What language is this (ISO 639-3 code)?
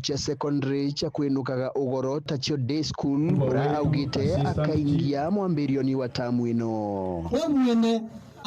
mer